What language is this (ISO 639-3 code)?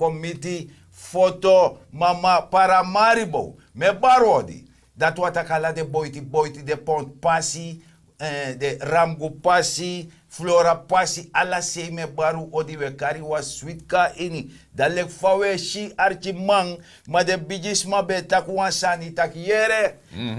srn